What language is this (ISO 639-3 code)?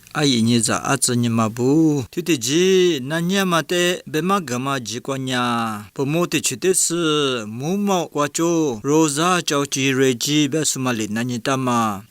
lis